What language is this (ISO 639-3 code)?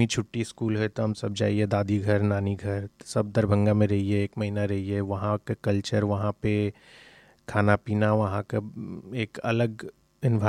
hin